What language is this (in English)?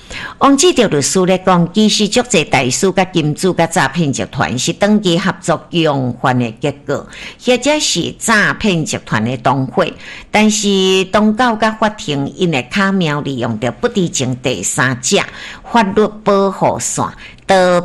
Min Nan Chinese